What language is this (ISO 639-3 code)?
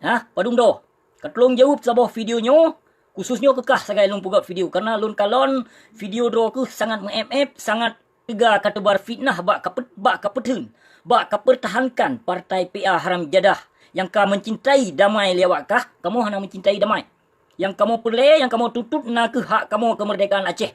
ace